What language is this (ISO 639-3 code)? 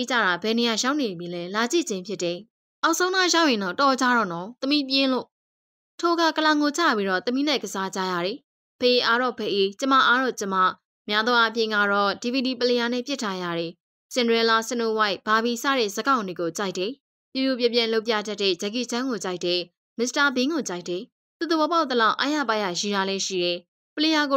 mya